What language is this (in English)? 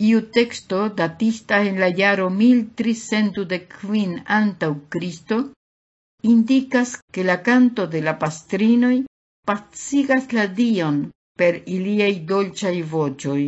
Esperanto